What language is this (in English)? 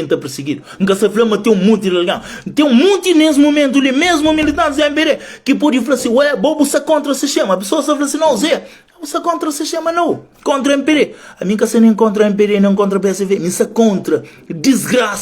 Kabuverdianu